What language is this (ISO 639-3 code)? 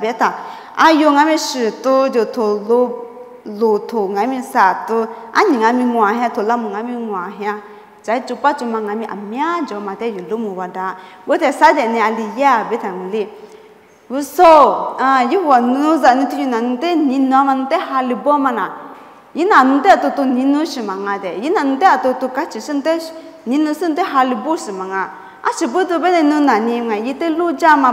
lis